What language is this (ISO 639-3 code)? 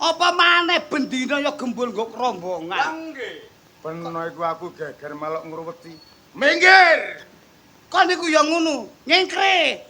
jav